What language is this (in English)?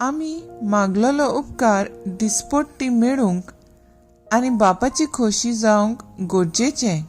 Konkani